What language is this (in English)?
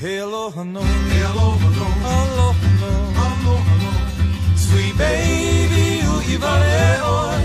Hawaiian